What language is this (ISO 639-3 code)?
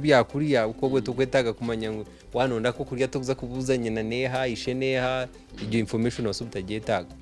nyn